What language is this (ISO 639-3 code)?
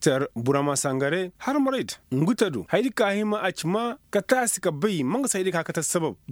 ses